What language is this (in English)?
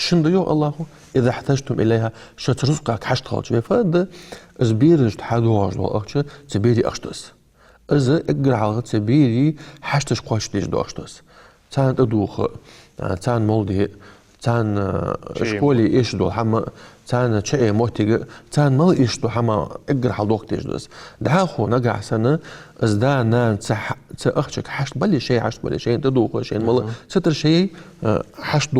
Ingush